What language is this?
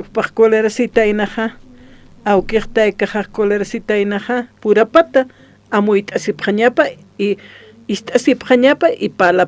Aymara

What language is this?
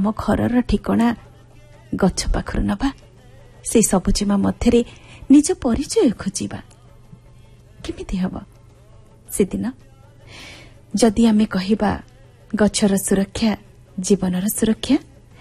Odia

